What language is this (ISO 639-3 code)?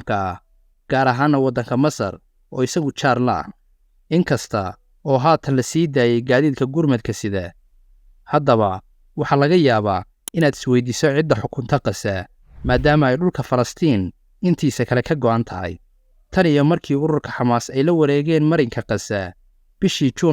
som